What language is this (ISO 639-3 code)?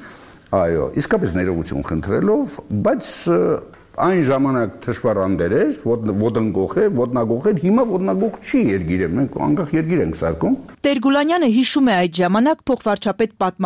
hye